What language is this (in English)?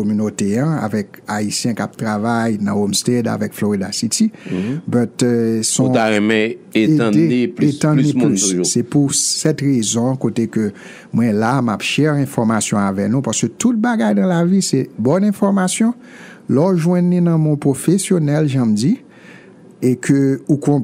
Haitian Creole